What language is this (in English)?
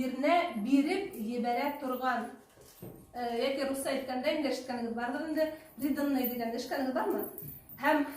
Bashkir